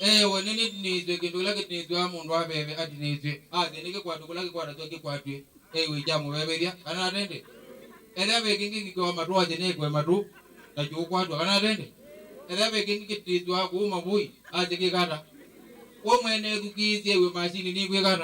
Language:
Kamba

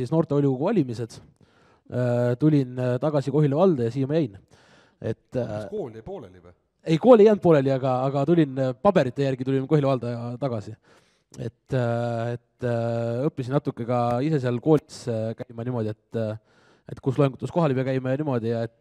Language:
Estonian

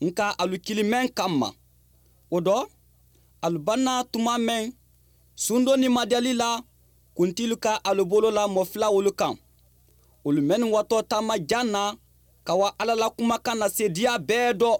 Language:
Mandingo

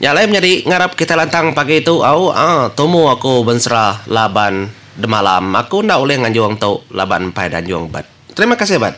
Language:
Iban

